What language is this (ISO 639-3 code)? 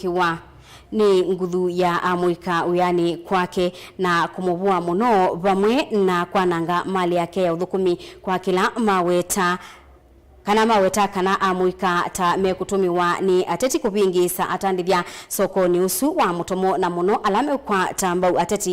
kam